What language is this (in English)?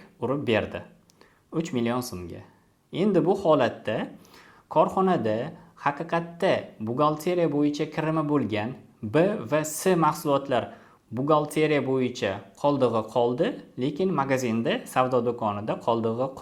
Uzbek